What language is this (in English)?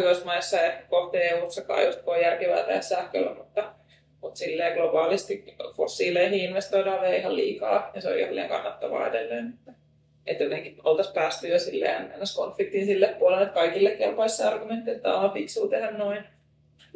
Finnish